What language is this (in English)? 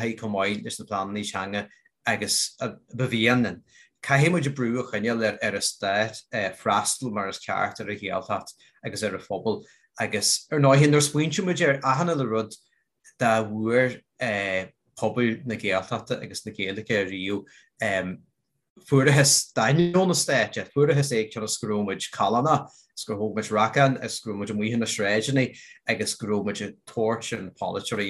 Irish